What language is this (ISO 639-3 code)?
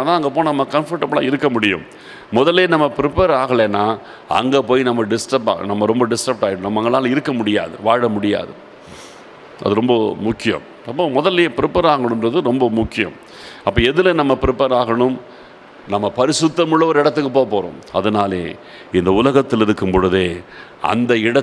tam